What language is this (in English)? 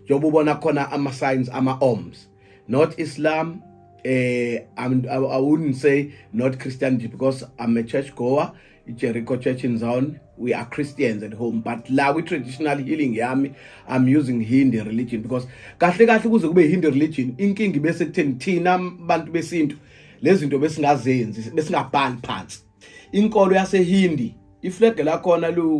Zulu